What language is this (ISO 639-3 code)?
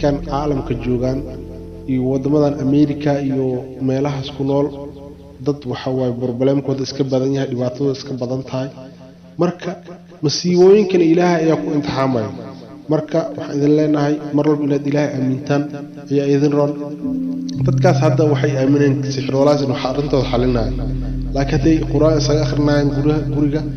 som